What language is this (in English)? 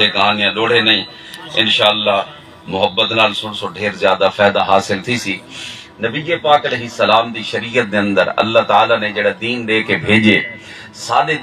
Saraiki